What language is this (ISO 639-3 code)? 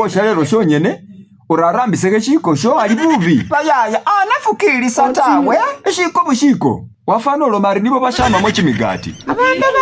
myx